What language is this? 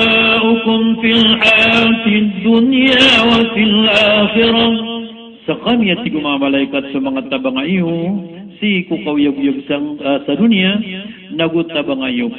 Maranao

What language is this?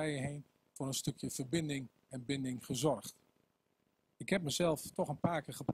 Dutch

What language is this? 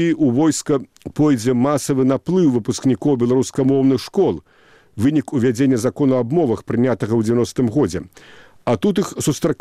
Belarusian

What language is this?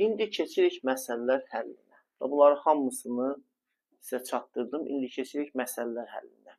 Azerbaijani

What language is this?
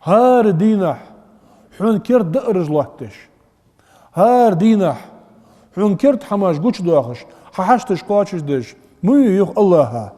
Ingush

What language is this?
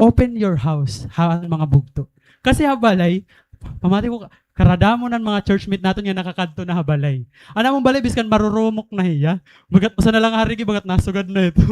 Waray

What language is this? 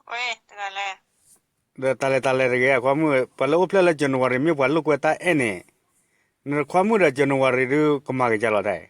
S'gaw Karen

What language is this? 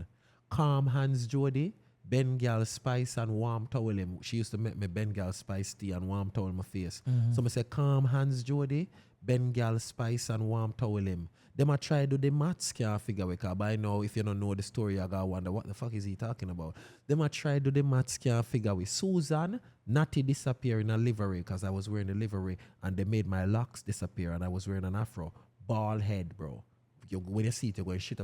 Jamaican Creole English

